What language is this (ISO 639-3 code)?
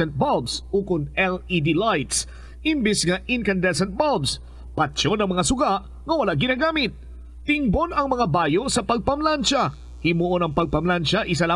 hil